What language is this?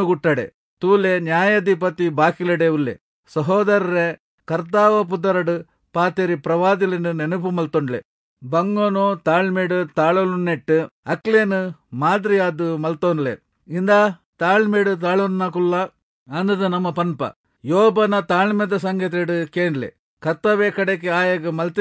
Tulu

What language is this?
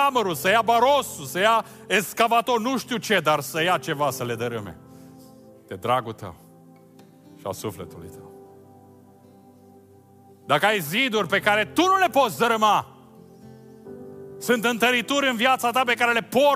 Romanian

